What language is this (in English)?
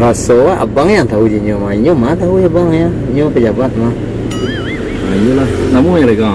Minangkabau